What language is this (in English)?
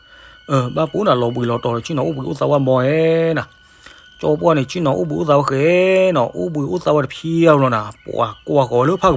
S'gaw Karen